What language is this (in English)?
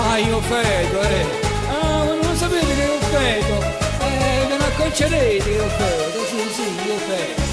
Neapolitan